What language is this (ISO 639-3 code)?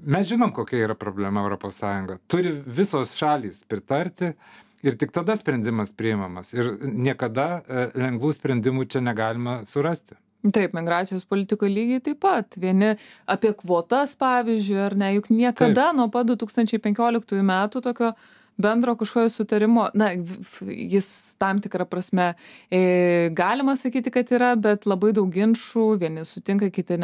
lit